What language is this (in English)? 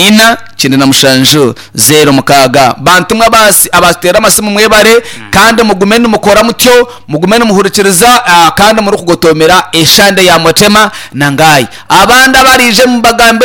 Nyankole